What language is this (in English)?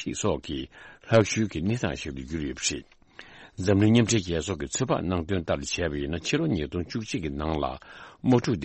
Tibetan